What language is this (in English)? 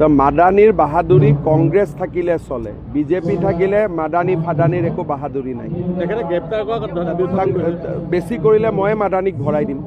Assamese